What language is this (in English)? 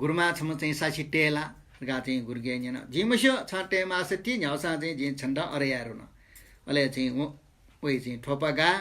Newari